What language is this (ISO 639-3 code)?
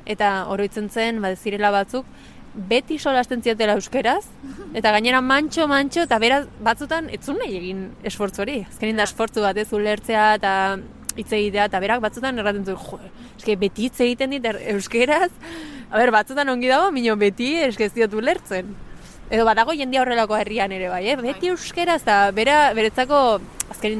eus